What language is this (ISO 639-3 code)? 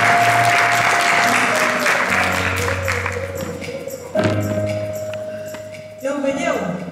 cat